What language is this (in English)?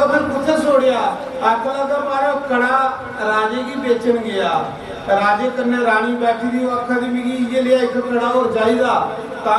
Dogri